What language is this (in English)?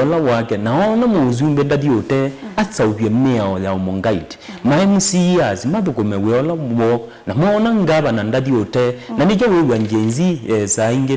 Kamba